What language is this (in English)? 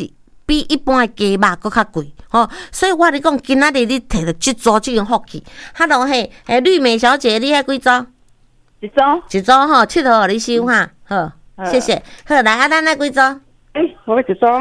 Min Nan Chinese